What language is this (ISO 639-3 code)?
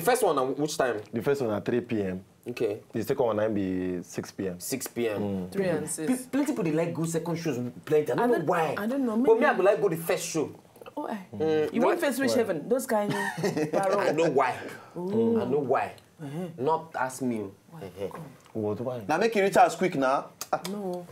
pcm